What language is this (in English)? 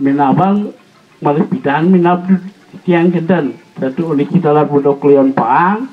Balinese